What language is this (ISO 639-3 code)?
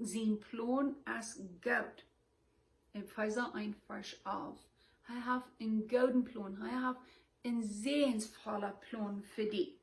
pdt